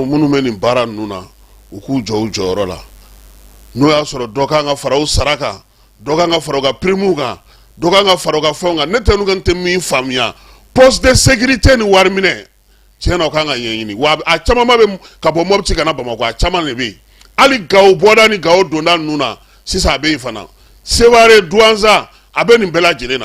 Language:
Bambara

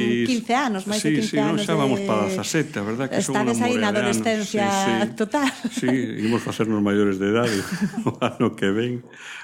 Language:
Galician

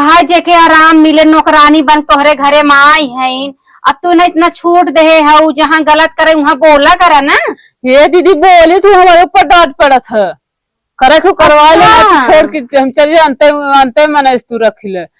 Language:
Awadhi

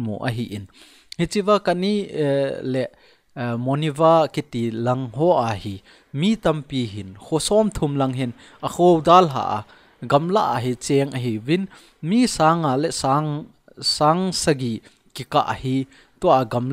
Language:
Thado Chin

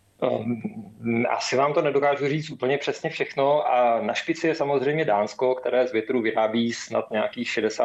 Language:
Czech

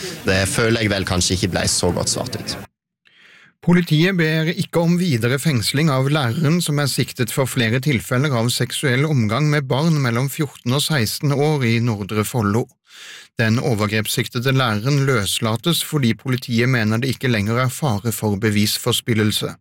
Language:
Norwegian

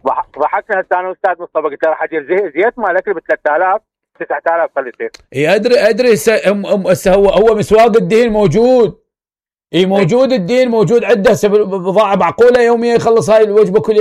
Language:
Mesopotamian Arabic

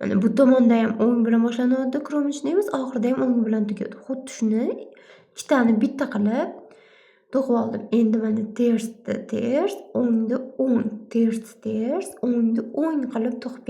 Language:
Uzbek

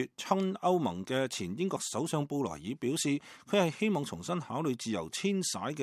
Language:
Cantonese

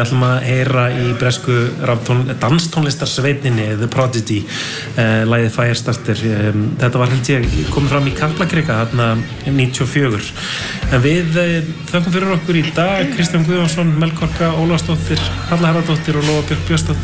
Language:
Icelandic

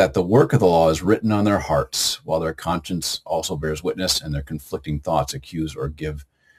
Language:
English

